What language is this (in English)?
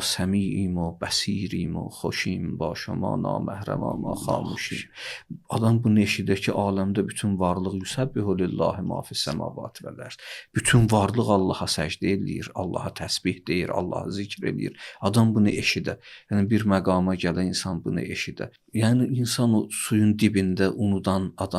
Azerbaijani